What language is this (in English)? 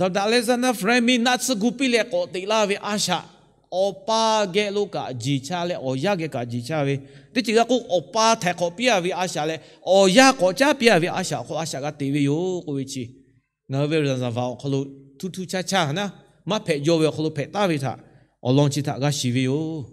Lahu